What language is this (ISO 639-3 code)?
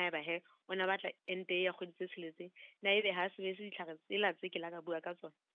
sot